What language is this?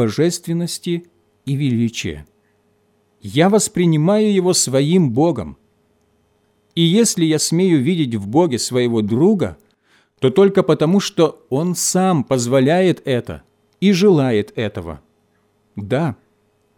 Russian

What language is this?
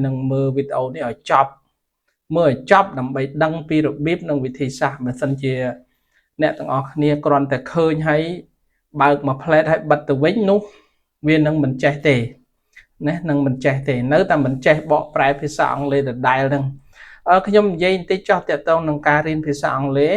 Khmer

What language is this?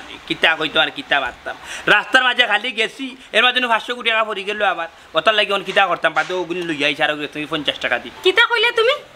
Sylheti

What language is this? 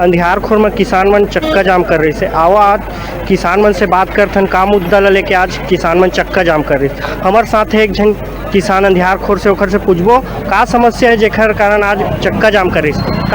Chhattisgarhi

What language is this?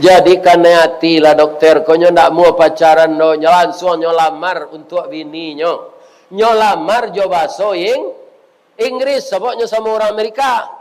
Minangkabau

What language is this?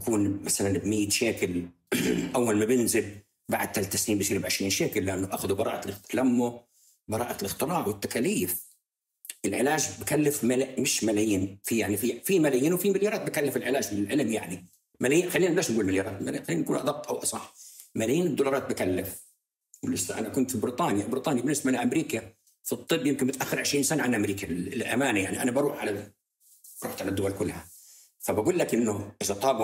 North Levantine Arabic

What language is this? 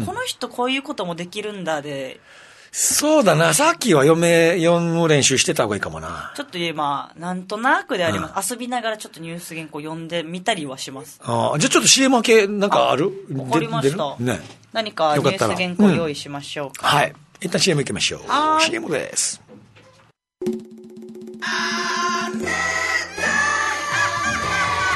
Japanese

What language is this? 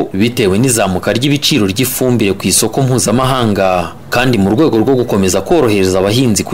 Kinyarwanda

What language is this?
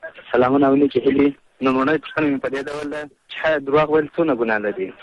Pashto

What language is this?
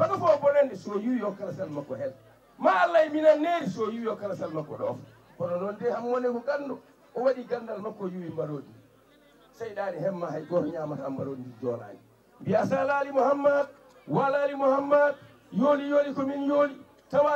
Fula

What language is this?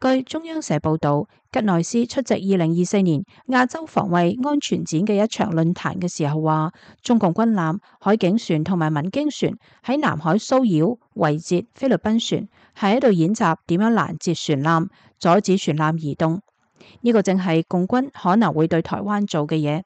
Cantonese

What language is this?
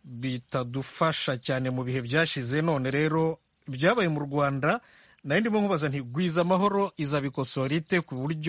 Kinyarwanda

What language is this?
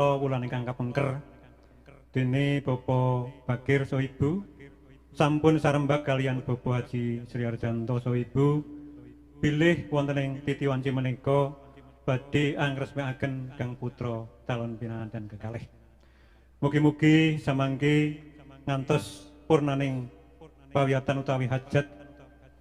Javanese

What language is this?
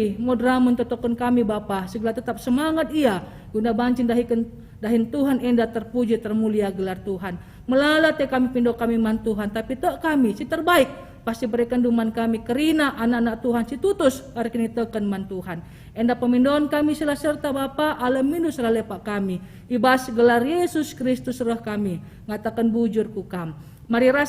Batak Karo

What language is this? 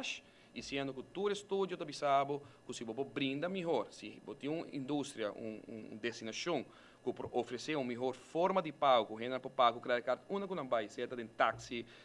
Papiamento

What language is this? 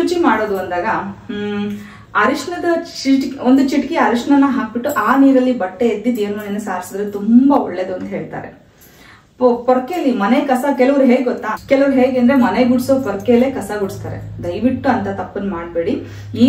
Kannada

